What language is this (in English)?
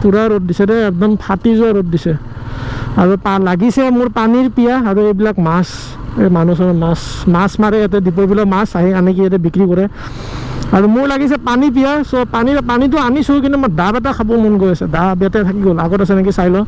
Assamese